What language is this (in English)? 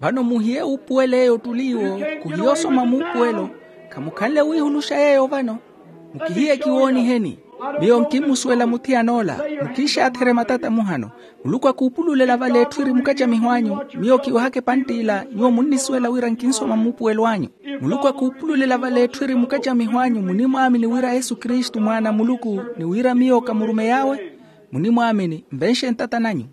Makhuwa